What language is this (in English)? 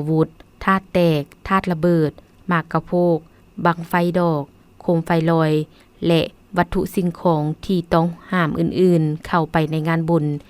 Lao